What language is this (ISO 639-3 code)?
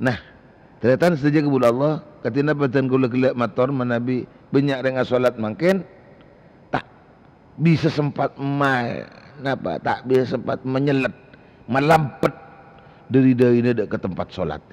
mad